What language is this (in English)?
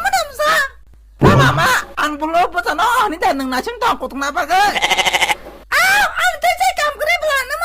Kok Borok